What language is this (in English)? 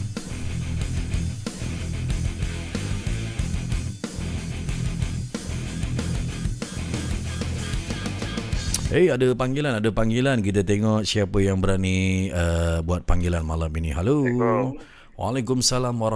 Malay